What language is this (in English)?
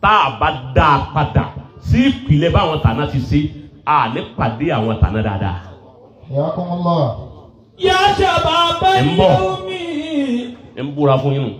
Yoruba